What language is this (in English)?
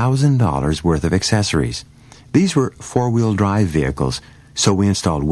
English